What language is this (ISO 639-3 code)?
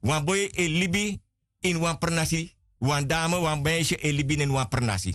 srn